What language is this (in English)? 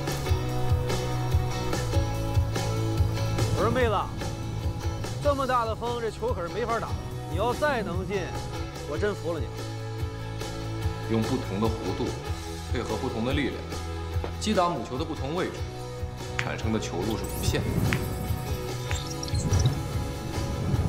Chinese